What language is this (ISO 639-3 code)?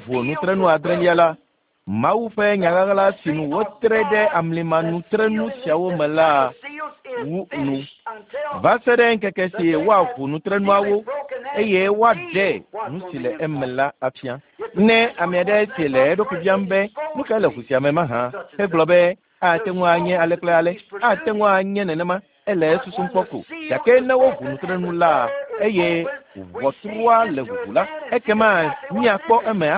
ewe